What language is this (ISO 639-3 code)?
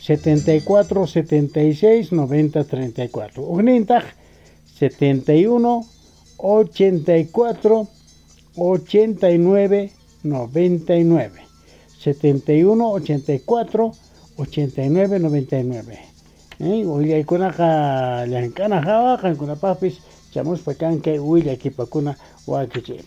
que